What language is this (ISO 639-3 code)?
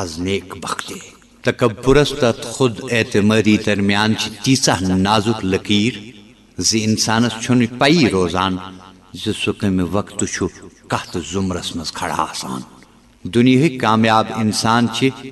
kas